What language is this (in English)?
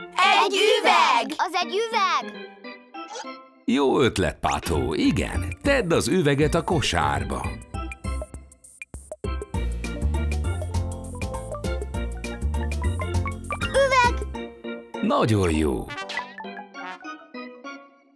Hungarian